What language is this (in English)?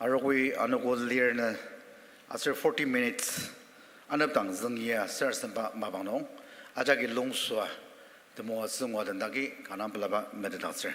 Ao Naga